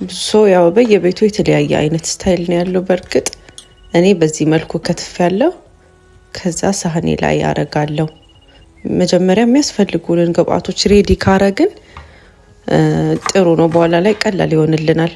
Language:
Amharic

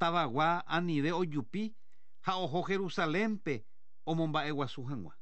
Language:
Guarani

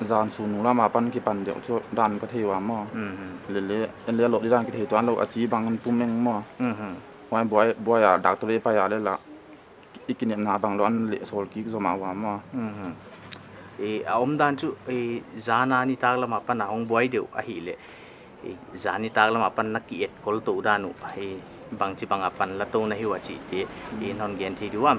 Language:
Paite Chin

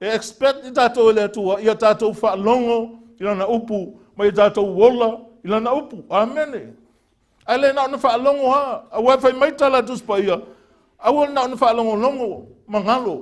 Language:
Samoan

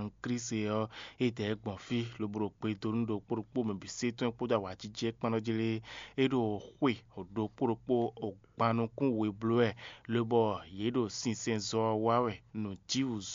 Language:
Fon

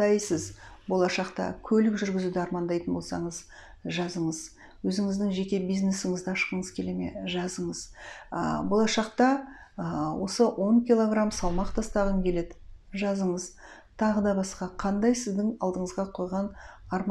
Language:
Kazakh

